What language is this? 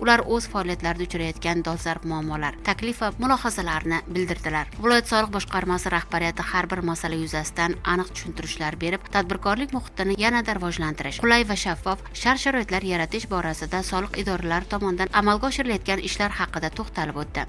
Uzbek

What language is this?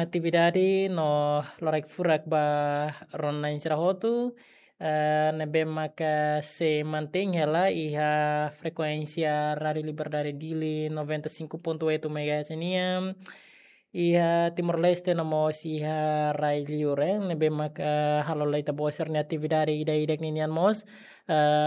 Tetum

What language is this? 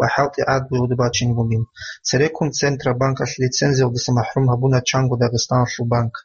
Avaric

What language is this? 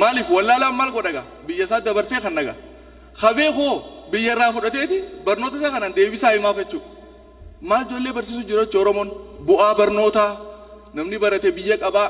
Oromo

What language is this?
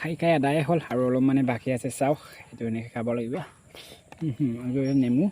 Assamese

